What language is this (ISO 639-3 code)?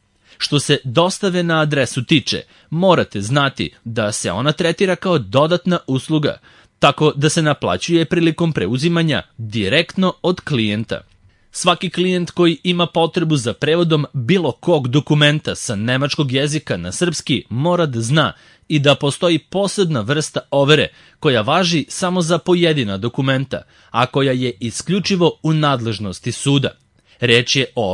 srp